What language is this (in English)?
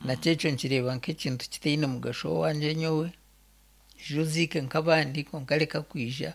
Nyankole